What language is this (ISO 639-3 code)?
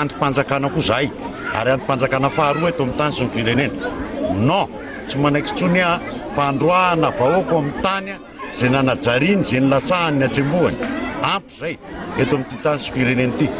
mlg